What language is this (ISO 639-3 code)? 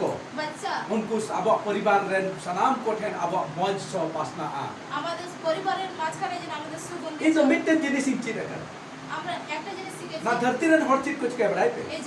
sat